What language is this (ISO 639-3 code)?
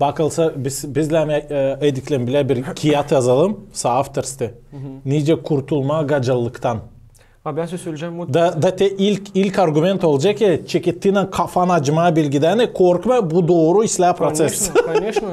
gag